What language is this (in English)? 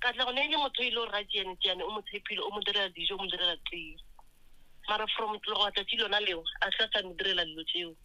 Northern Sotho